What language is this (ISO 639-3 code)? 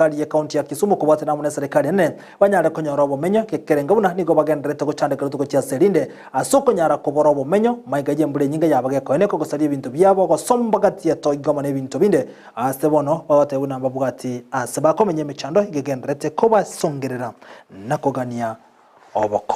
guz